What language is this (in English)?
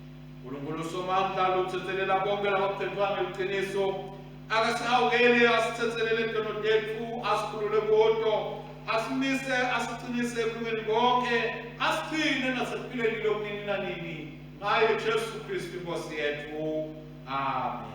Swati